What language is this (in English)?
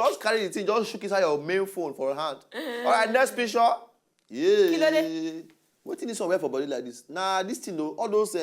Nigerian Pidgin